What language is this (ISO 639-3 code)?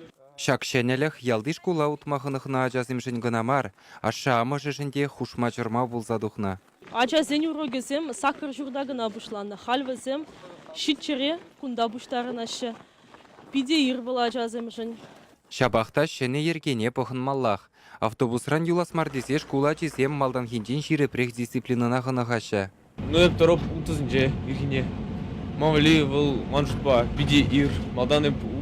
chv